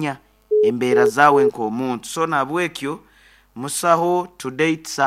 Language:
Nyankole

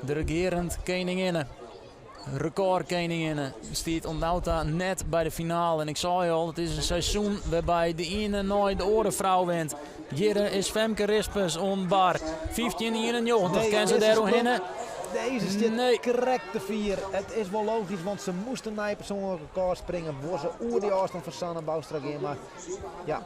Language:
Western Frisian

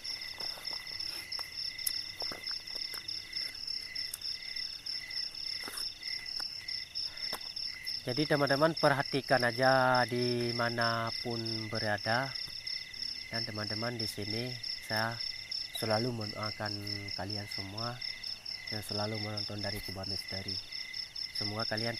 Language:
Indonesian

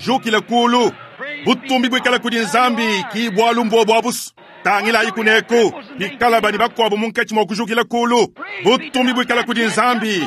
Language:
Luba-Lulua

